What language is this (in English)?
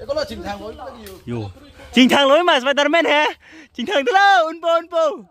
Karbi